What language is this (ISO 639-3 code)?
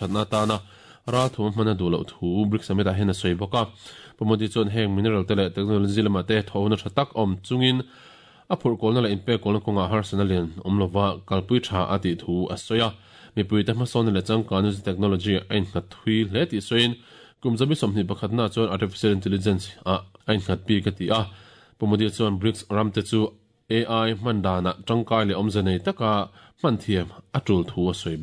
lus